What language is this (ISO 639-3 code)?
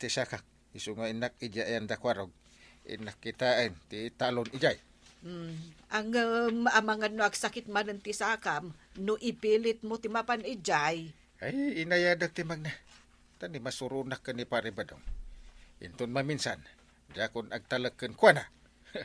ilo